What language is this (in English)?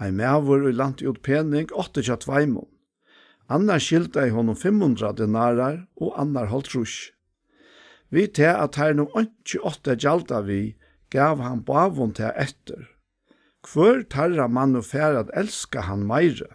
Faroese